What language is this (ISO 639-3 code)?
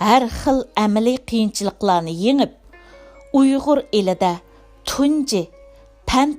uig